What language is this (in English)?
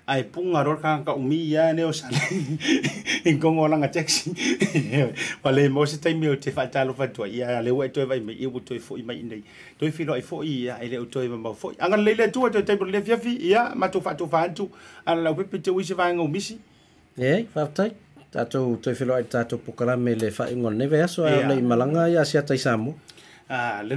Samoan